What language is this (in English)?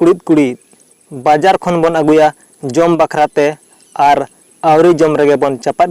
Santali